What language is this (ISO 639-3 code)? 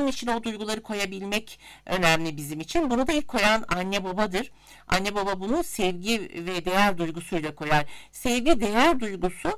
tur